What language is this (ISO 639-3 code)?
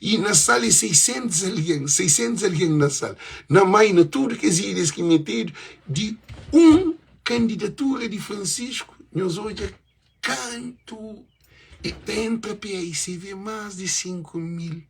kea